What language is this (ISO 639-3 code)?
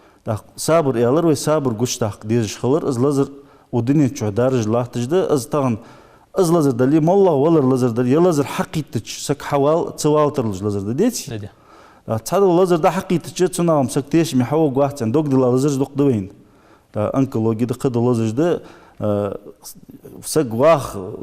inh